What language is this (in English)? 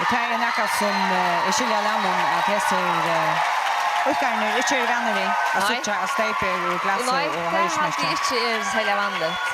Faroese